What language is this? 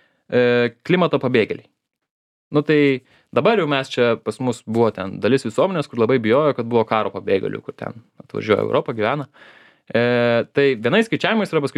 Lithuanian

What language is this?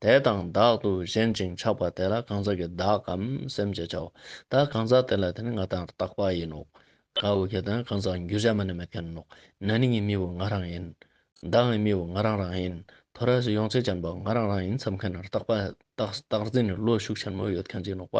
Ladakhi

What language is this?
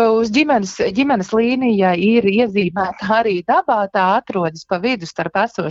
Latvian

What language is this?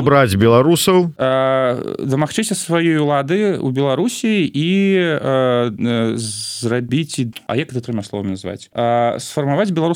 Belarusian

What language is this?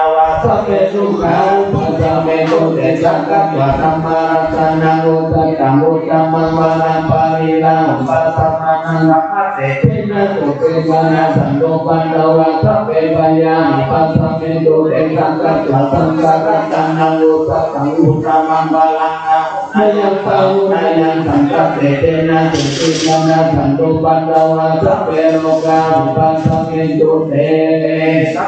Pali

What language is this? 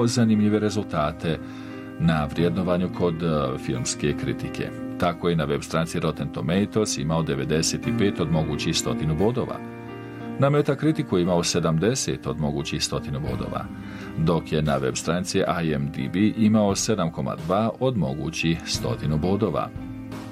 Bosnian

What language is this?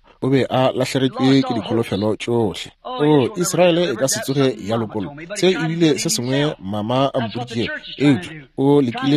Northern Sotho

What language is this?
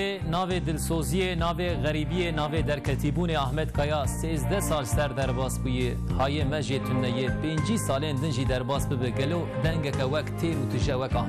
Kurdish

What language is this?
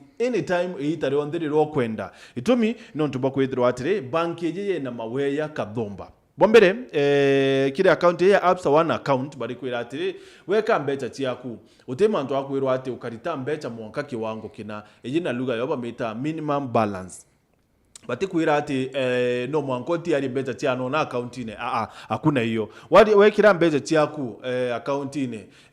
Meru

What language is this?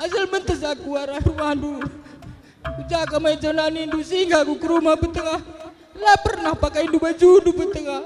Batak Karo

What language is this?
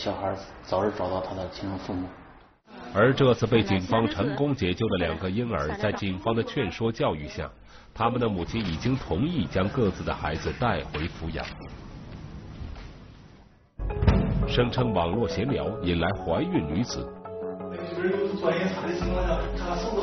Chinese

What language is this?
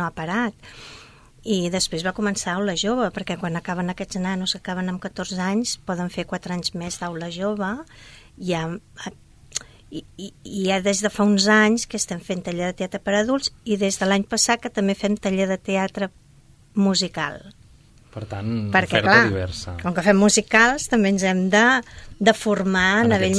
Catalan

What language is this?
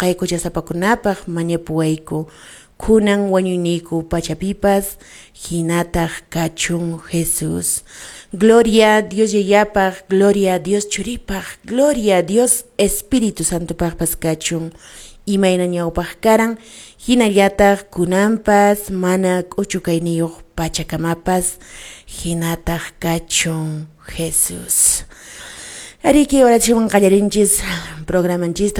Quechua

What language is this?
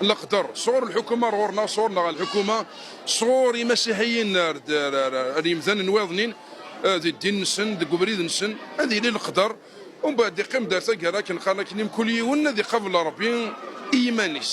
Kabyle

